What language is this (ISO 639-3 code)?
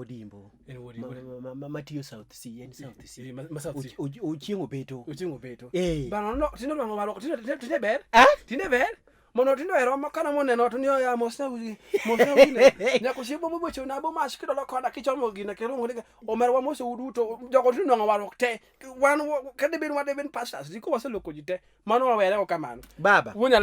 luo